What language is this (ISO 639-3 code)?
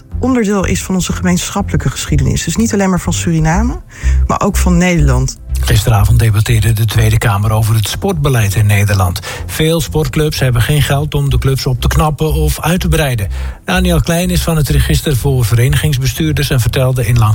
nld